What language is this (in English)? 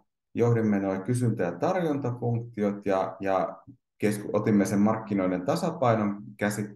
Finnish